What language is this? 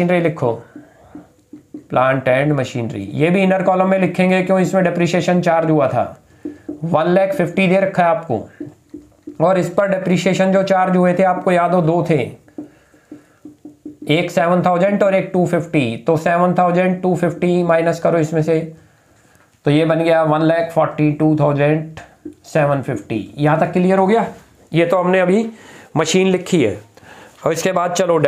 Hindi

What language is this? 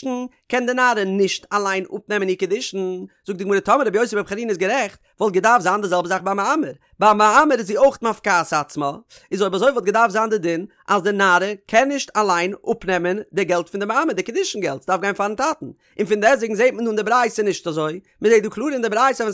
Yiddish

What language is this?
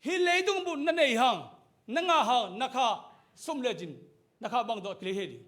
Tedim Chin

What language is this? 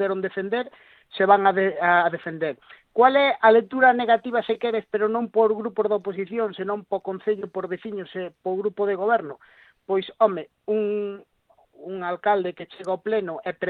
Galician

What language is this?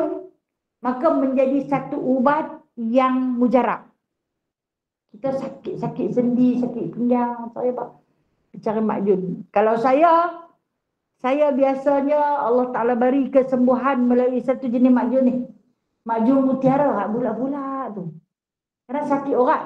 Malay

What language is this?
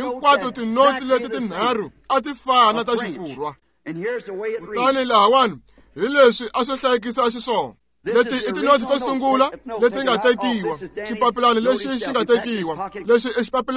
Tsonga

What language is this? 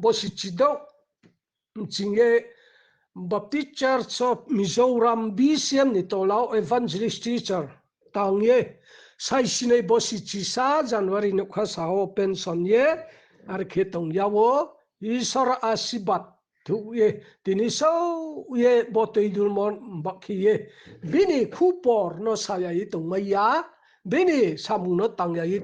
Riang (India)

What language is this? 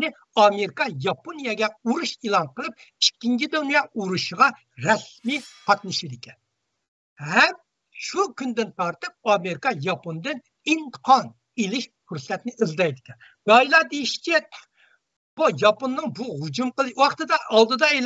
Uyghur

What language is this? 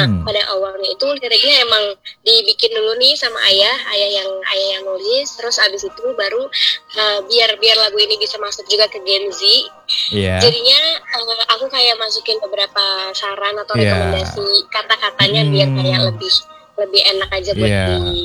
Indonesian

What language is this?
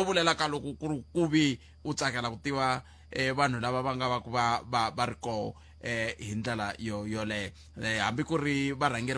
Tsonga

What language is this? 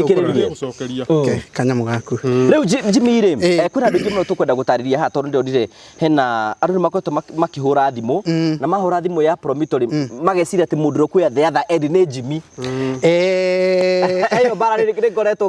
Kikuyu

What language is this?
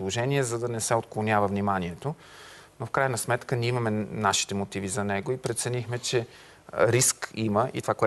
Bulgarian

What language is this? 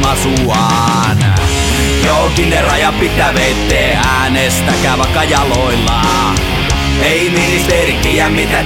Finnish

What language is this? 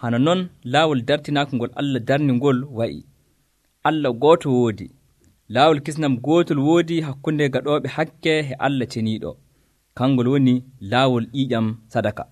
Nigerian Fulfulde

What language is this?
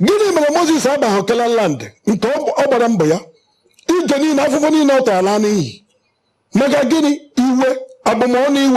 Igbo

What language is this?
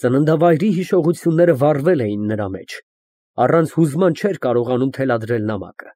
Armenian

